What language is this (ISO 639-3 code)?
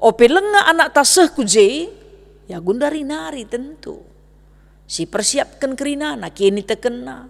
btx